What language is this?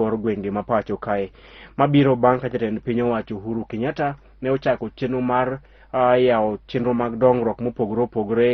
Luo (Kenya and Tanzania)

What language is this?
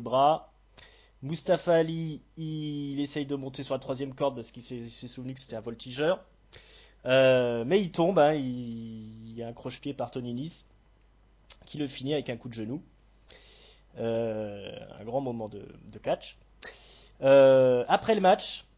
French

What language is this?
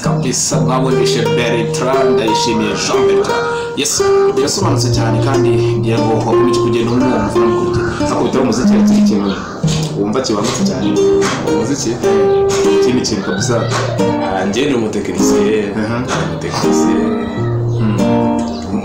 Kinyarwanda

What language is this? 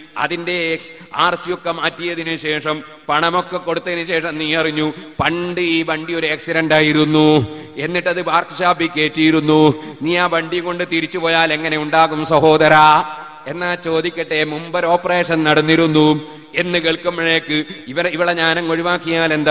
Malayalam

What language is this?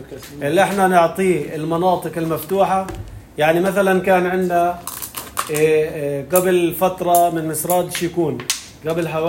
North Levantine Arabic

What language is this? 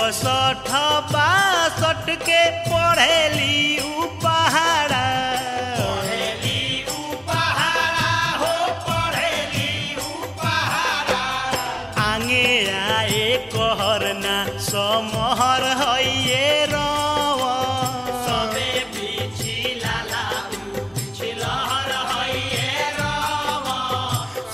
Bhojpuri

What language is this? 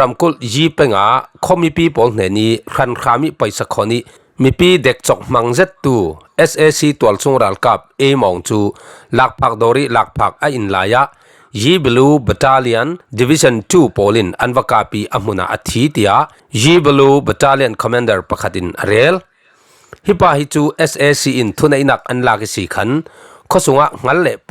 Falam Chin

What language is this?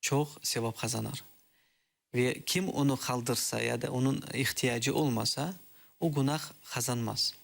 Crimean Tatar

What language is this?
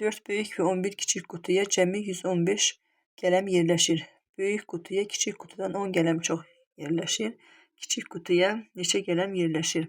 Azerbaijani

